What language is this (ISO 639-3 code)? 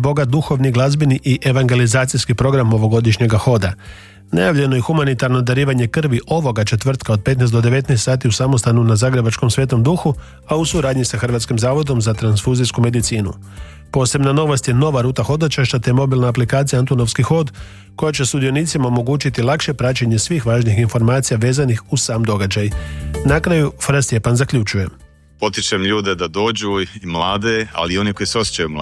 hrv